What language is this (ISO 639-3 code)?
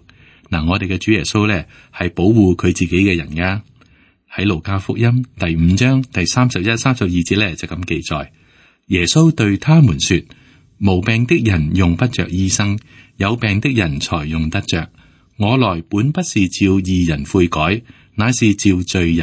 yue